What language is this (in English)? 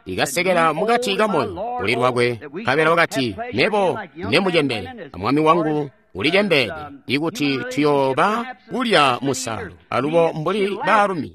Tonga (Zambia)